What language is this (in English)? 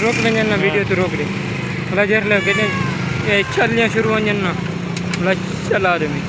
Saraiki